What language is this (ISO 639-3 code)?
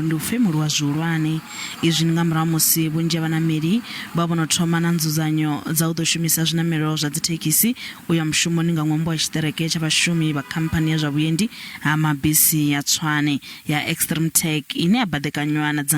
ven